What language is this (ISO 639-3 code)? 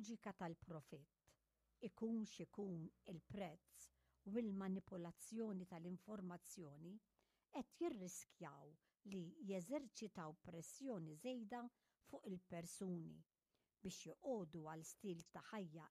mlt